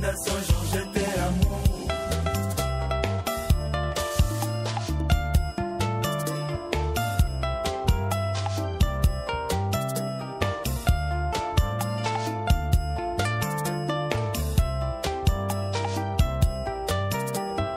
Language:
French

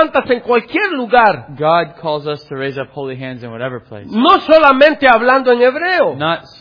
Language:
Spanish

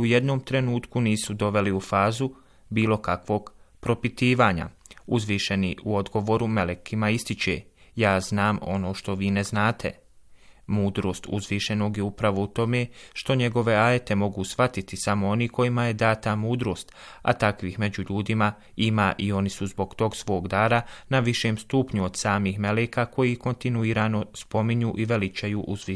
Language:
Bosnian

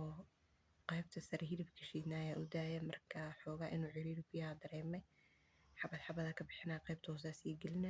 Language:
Somali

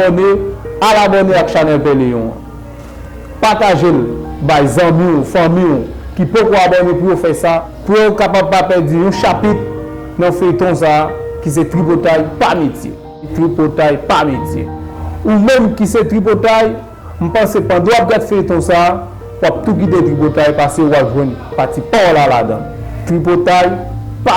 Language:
Haitian Creole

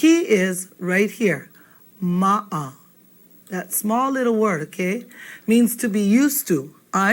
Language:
Hawaiian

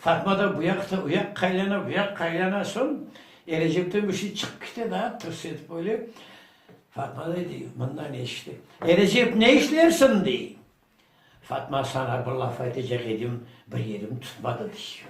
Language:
Crimean Tatar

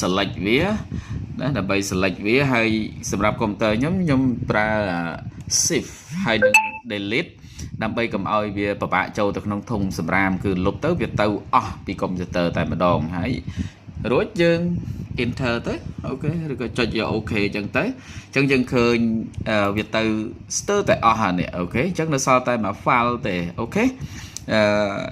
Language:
Khmer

